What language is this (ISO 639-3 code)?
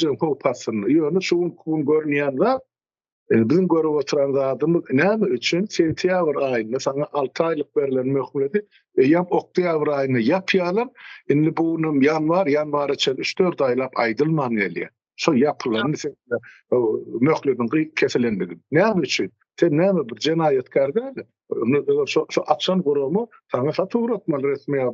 tuk